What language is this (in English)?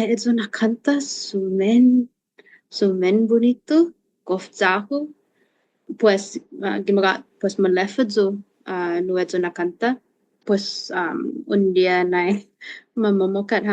Chamorro